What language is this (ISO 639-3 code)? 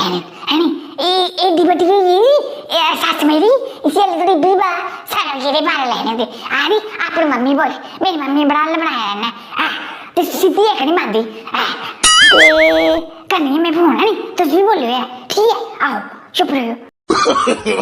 doi